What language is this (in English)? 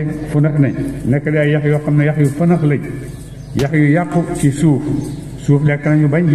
Wolof